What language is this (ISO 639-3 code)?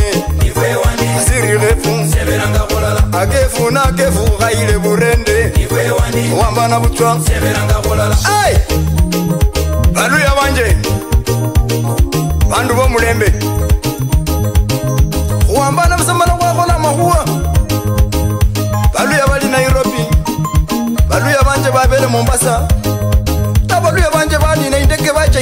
luy